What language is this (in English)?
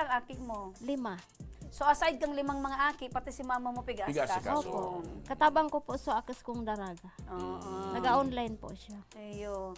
Bikol